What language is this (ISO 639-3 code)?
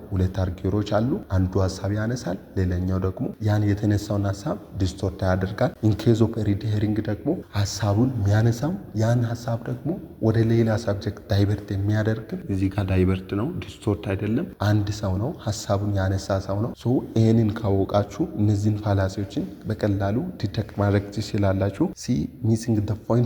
amh